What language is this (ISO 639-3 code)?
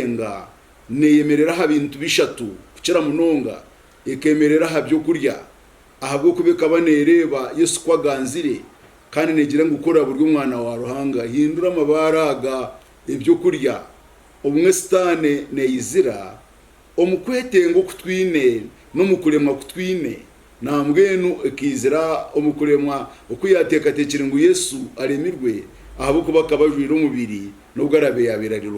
nyn